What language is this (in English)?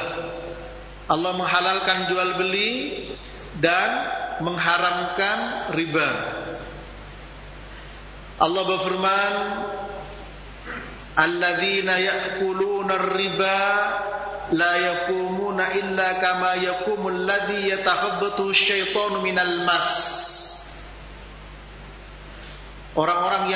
Indonesian